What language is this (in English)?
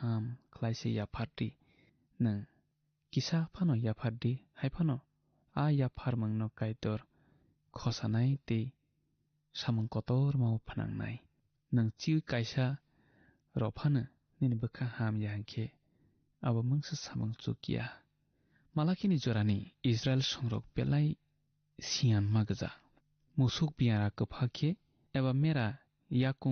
Kok Borok